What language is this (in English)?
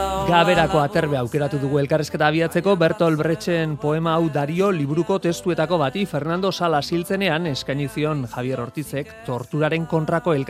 Basque